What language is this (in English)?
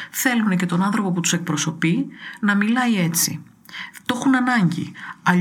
Greek